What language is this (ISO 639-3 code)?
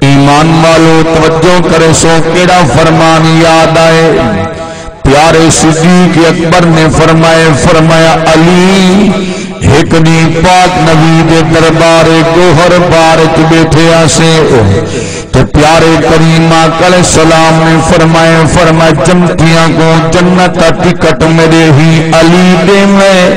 skr